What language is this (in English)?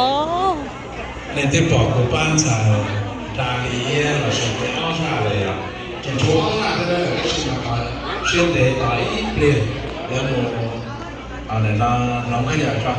Hmong